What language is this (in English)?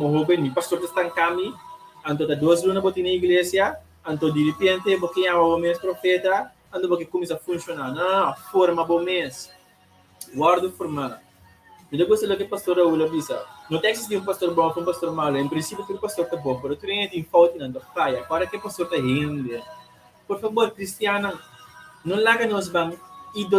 Papiamento